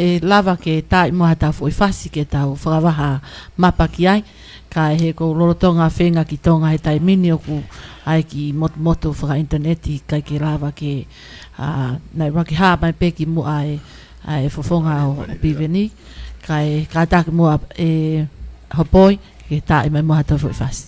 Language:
Tongan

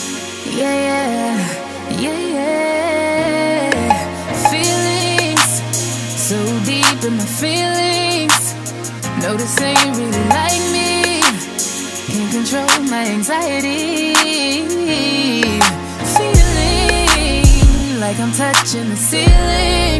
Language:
English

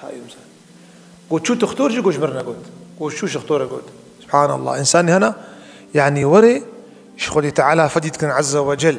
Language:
Kurdish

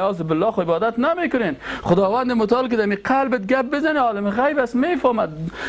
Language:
Persian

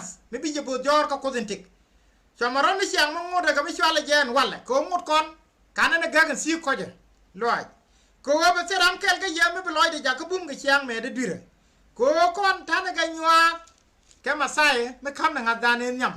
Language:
Nuer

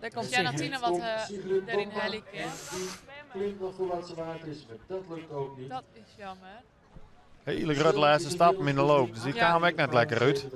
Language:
Western Frisian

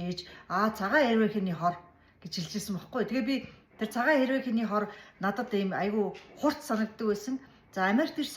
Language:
Mongolian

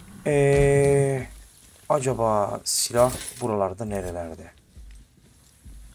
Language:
Turkish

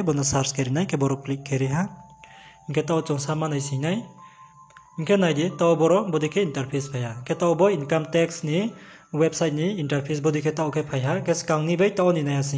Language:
Riang (India)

